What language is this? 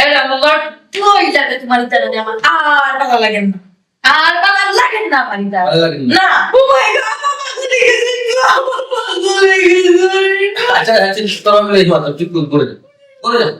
Sylheti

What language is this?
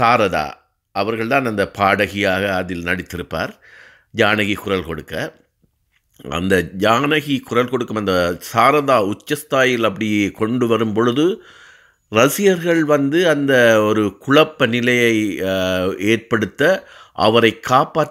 Tamil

